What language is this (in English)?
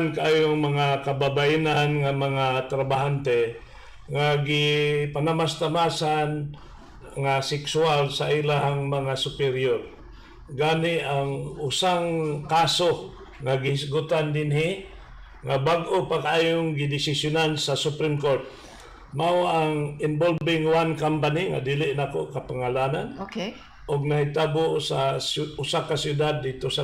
Cebuano